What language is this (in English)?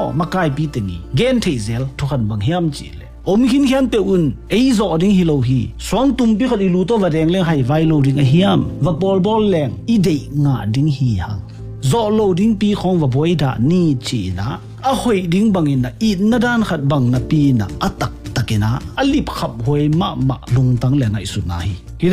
Tedim Chin